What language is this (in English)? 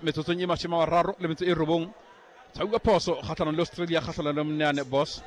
Southern Sotho